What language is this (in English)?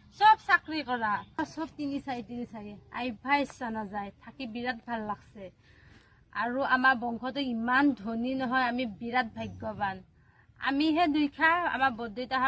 Assamese